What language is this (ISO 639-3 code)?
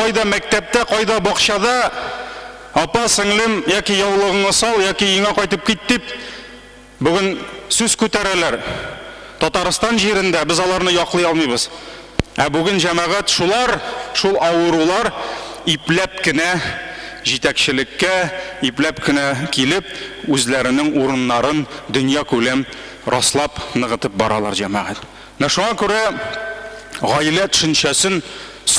tat